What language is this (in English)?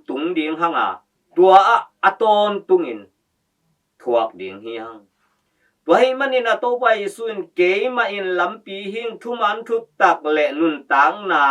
Tedim Chin